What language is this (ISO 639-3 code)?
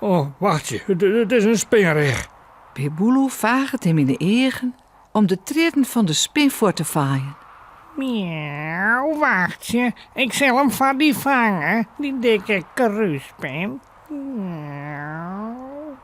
fry